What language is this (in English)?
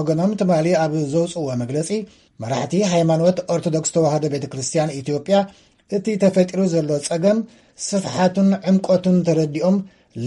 Tigrinya